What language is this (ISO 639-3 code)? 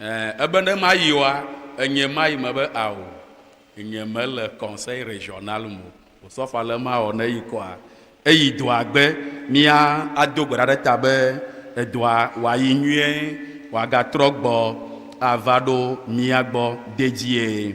ewe